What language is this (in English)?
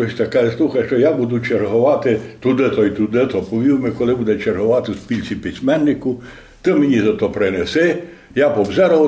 Ukrainian